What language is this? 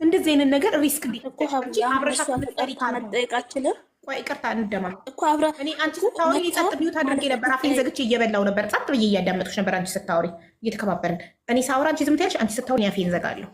Amharic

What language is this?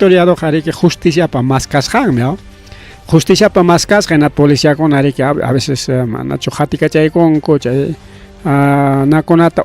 Ayacucho Quechua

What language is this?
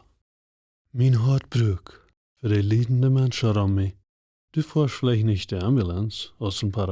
Plautdietsch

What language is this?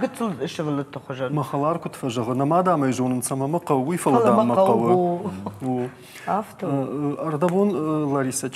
Ossetic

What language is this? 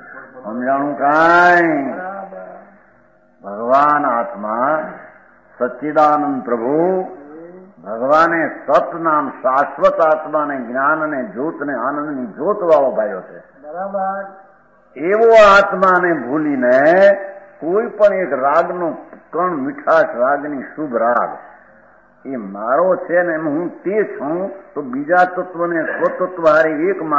Gujarati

